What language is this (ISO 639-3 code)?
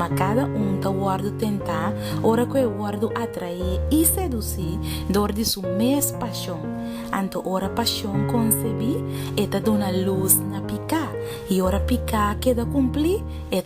pap